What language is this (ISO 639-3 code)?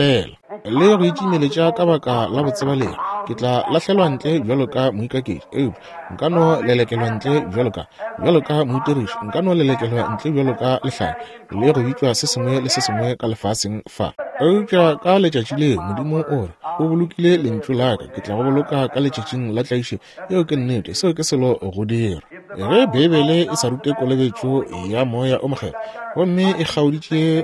nso